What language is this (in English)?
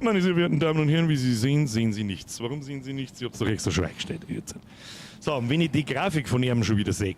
Bavarian